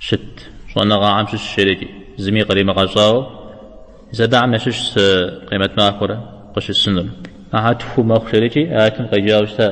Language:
Kabardian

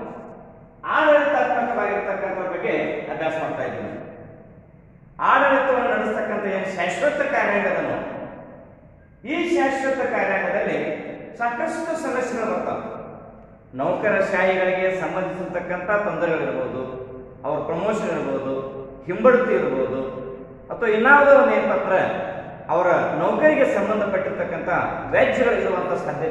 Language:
Kannada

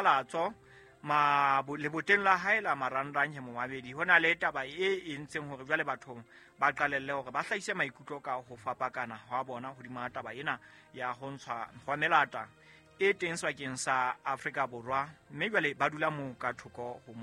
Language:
Southern Sotho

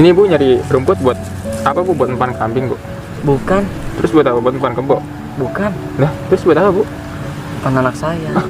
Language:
Betawi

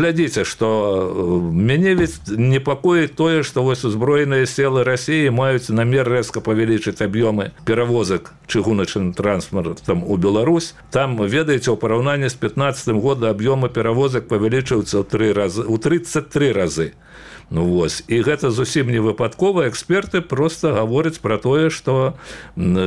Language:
Belarusian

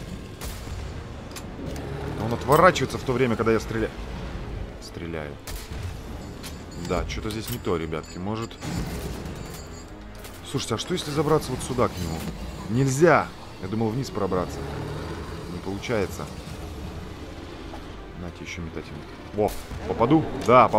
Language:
Russian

